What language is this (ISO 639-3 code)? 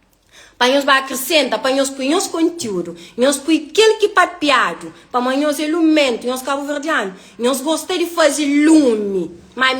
kea